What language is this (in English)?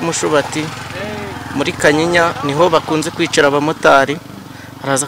Kinyarwanda